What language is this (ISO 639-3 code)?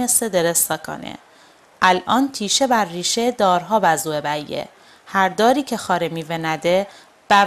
mzn